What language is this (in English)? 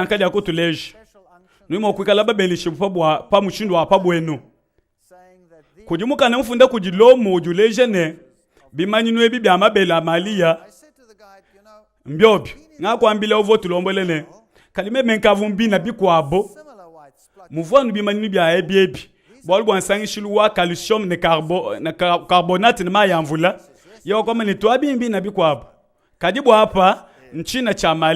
Luba-Lulua